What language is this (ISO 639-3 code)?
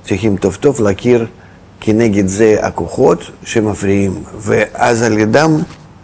heb